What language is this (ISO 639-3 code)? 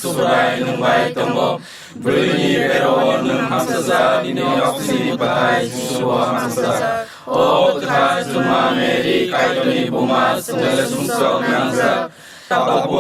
trp